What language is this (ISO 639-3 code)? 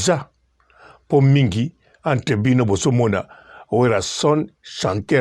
lin